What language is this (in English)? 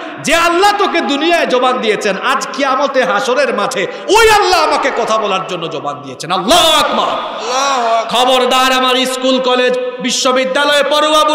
Bangla